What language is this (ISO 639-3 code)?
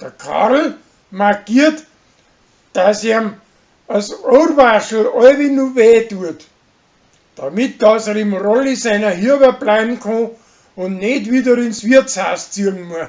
bar